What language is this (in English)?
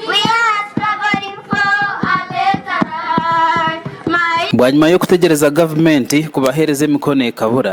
Nyankole